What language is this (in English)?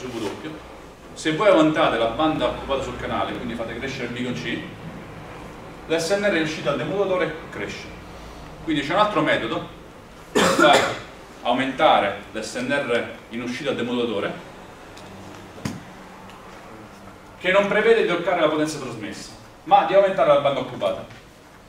Italian